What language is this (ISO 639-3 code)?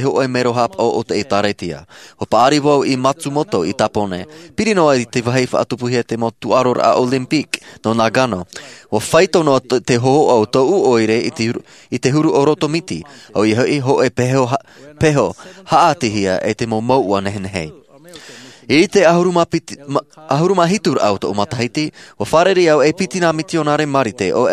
tah